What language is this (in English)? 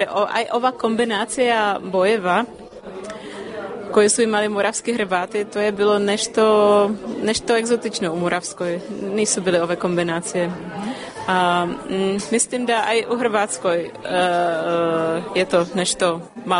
Croatian